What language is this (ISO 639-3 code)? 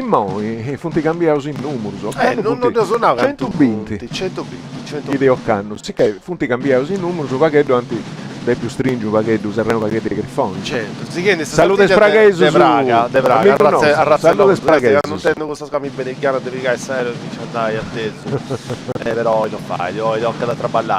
srd